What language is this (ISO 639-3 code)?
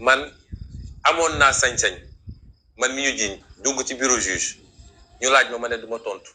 wol